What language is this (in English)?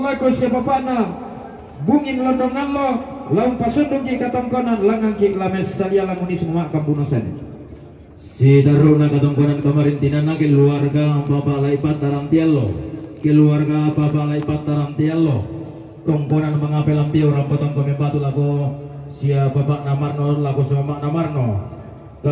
Toraja-Sa'dan